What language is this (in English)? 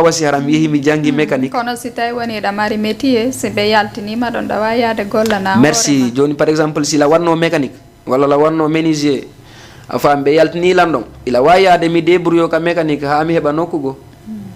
Fula